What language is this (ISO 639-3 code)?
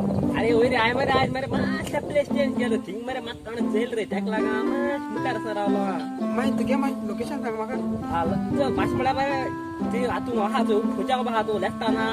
kok